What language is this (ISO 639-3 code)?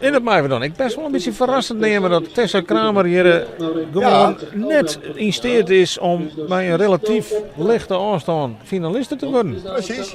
fry